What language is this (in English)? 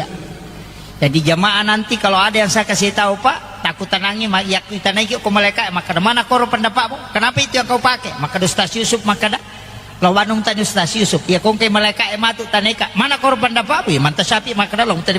Buginese